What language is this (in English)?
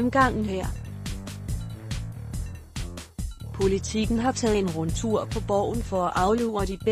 Danish